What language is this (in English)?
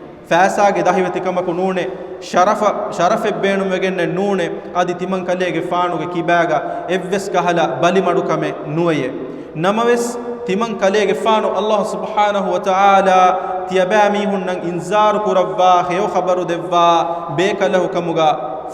Divehi